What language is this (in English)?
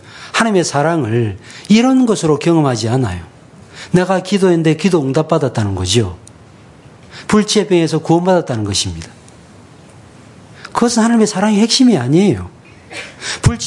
Korean